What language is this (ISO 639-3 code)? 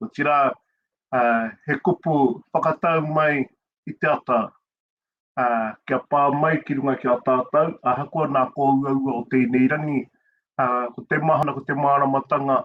mri